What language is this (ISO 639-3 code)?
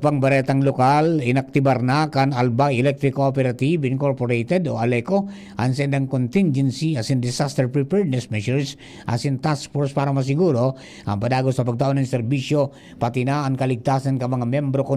bik